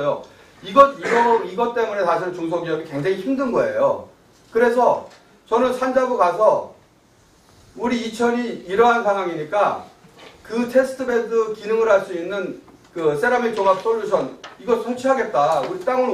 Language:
Korean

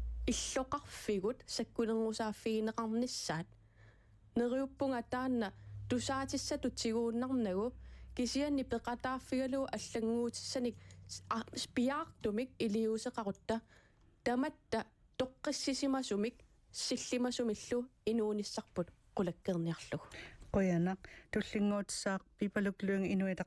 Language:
Kalaallisut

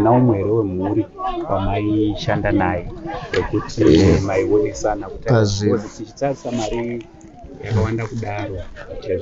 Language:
Shona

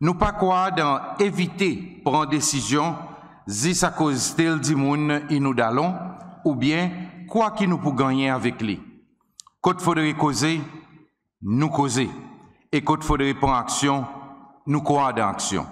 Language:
Seselwa Creole French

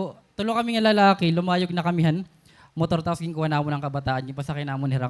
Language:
Waray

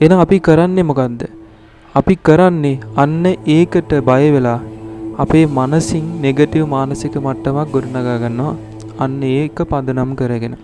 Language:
Sinhala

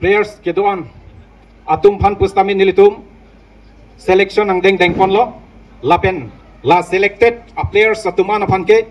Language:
Karbi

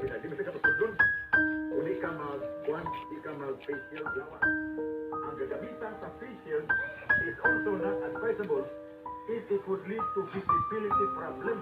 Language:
Cebuano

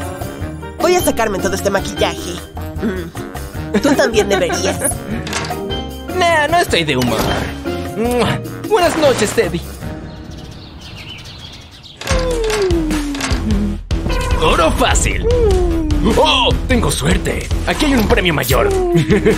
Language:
Spanish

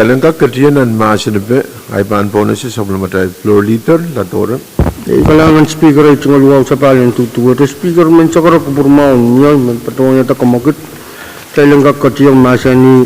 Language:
Pohnpeian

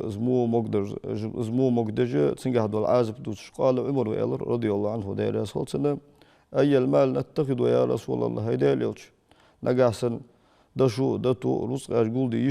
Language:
Ingush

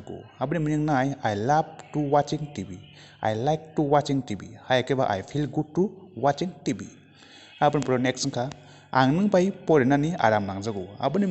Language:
Kok Borok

